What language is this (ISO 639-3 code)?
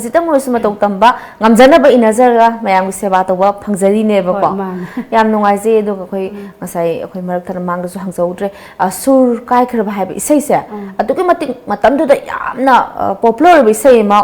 mni